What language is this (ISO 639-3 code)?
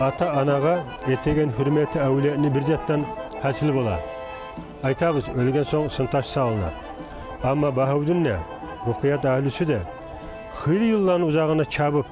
kum